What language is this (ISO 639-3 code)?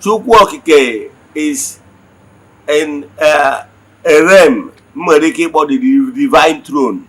ibo